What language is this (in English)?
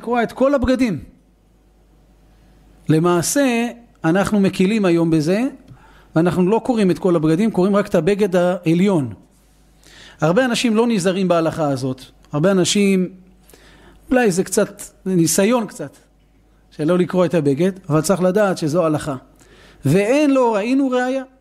Hebrew